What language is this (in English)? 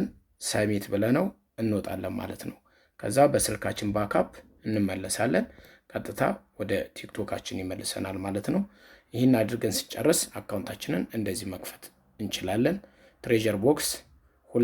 Amharic